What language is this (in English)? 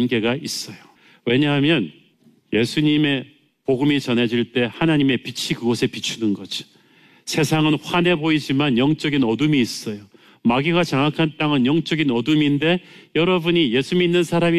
Korean